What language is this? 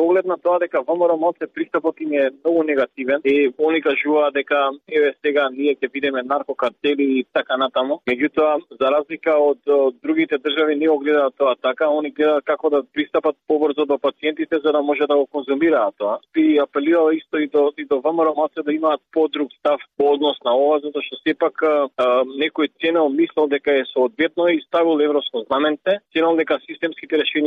Macedonian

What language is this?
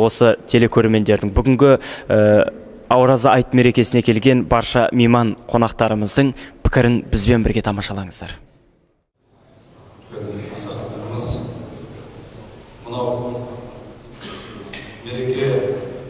Kazakh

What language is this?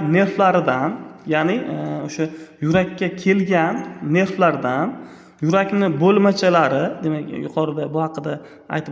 Uzbek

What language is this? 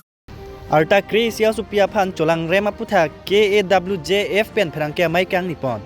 Karbi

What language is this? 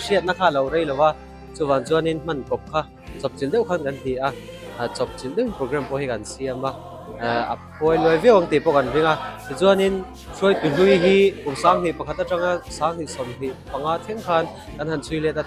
Mizo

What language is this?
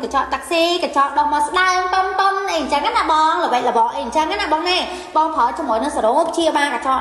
Khmer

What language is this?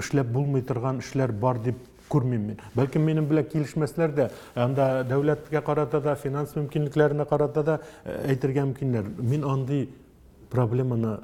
Tatar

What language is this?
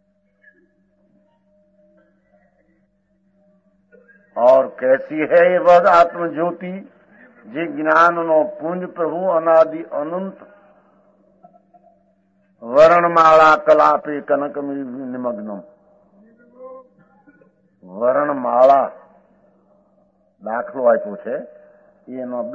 Gujarati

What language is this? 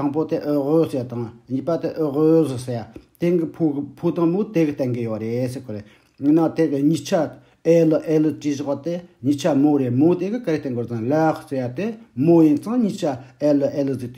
Tibetan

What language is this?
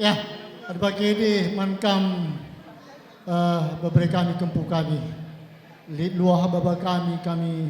Batak Karo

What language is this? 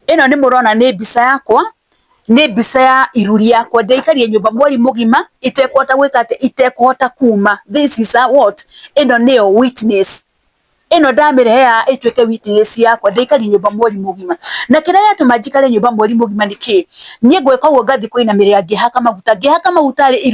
Kikuyu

